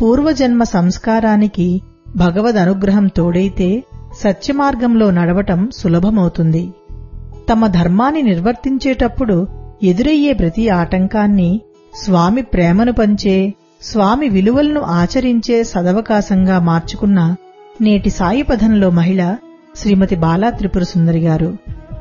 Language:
Telugu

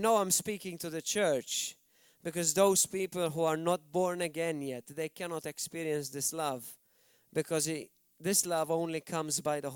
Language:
English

